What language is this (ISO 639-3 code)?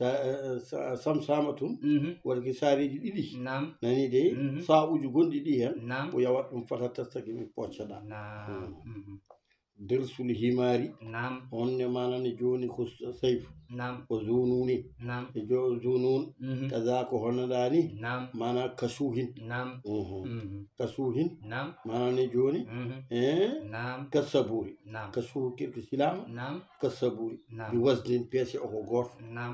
ful